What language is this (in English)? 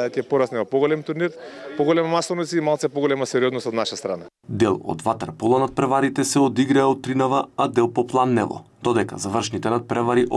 Macedonian